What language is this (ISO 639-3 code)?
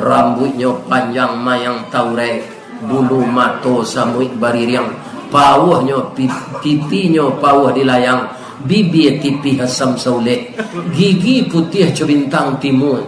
min